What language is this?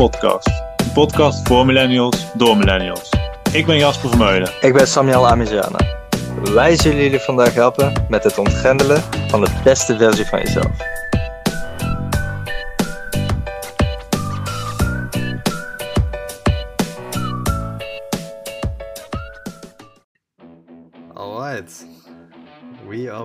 Dutch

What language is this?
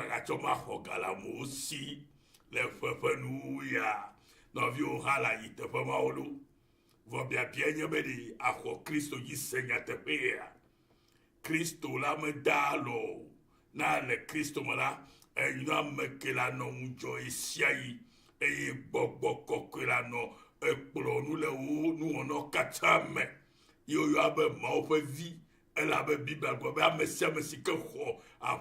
Ewe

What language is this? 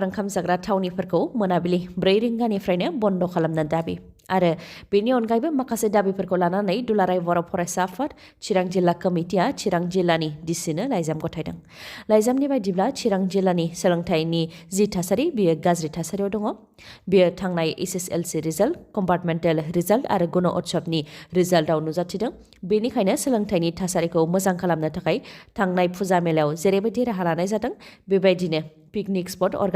Bodo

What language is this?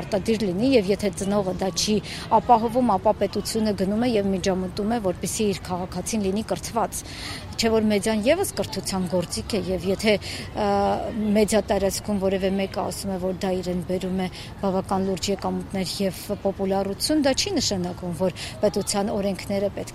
Armenian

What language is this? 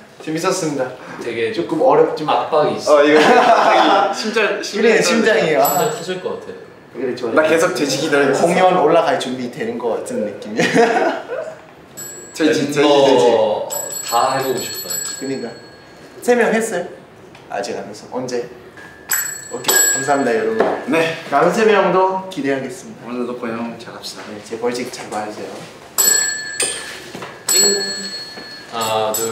Korean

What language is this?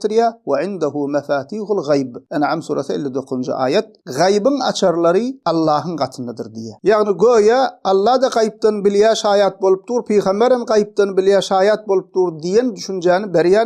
Turkmen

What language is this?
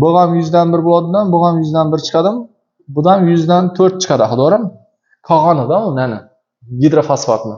Uzbek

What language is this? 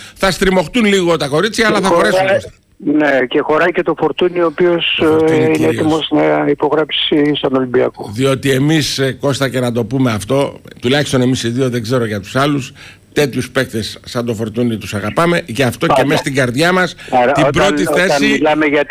Greek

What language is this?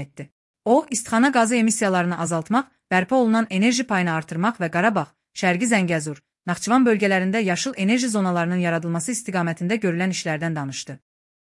Azerbaijani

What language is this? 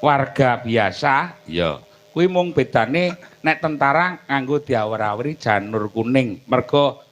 Javanese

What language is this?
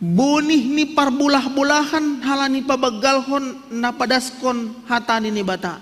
Batak Simalungun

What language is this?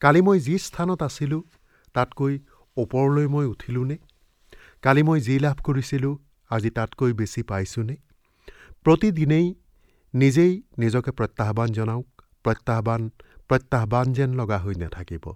Assamese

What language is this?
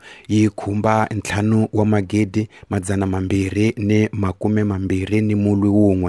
Tsonga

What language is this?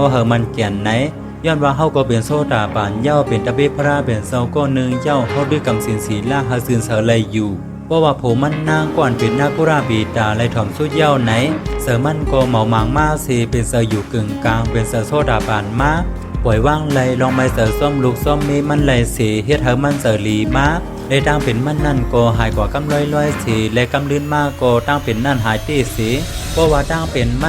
Shan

